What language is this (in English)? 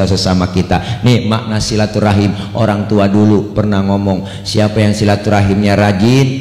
Betawi